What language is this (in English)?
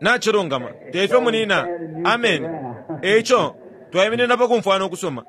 Bemba